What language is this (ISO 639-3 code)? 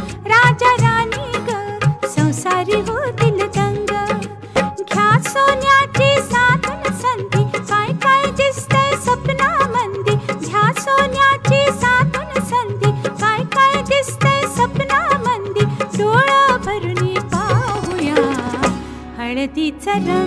mar